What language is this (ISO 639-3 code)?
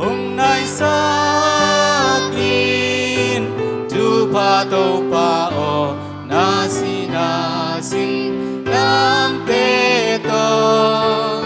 ctd